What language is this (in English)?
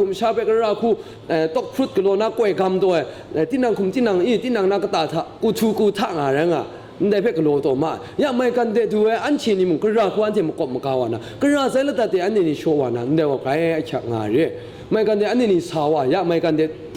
Kachin